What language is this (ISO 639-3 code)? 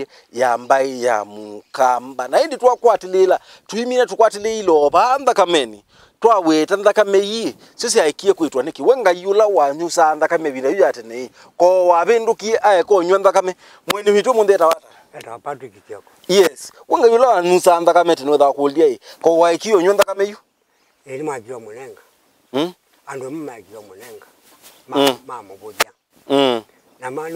kam